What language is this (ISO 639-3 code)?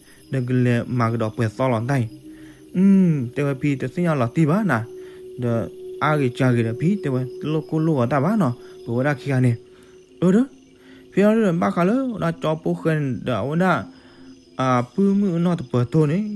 ksw